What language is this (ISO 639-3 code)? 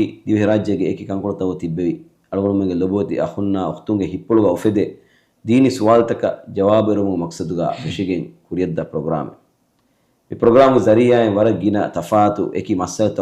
div